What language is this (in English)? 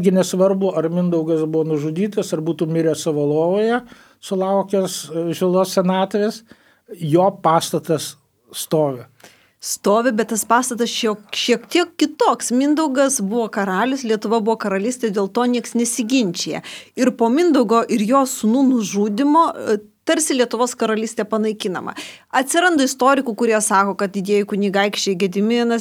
Lithuanian